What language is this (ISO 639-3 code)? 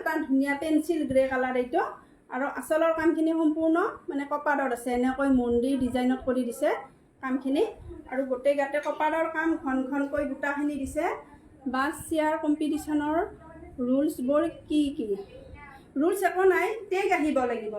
asm